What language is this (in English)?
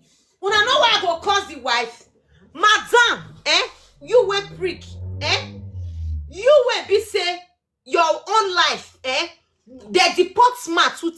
Nigerian Pidgin